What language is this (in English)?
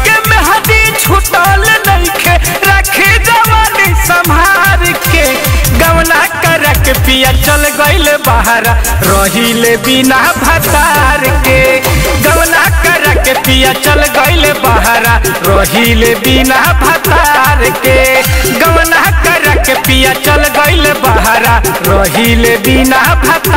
Bhojpuri